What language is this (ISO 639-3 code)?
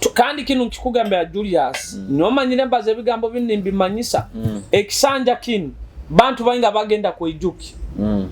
nyo